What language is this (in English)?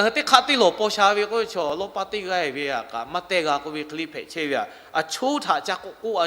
Lahu